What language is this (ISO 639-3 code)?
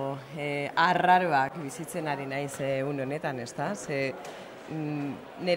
eus